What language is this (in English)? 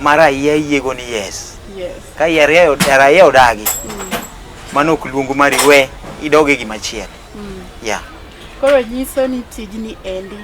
Luo (Kenya and Tanzania)